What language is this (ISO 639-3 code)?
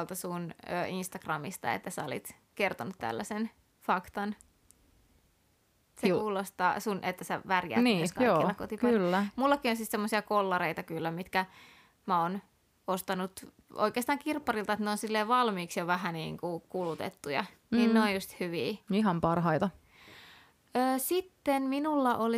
fin